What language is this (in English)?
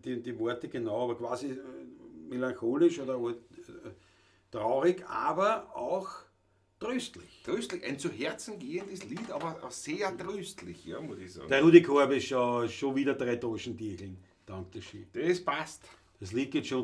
Bavarian